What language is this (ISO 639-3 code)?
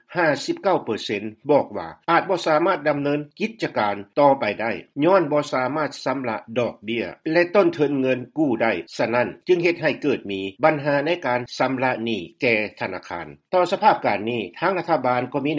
lao